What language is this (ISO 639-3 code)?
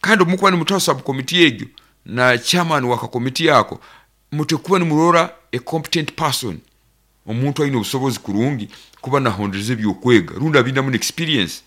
nyo